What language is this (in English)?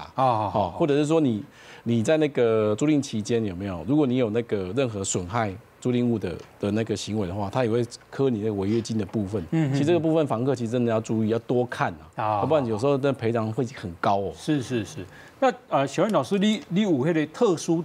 Chinese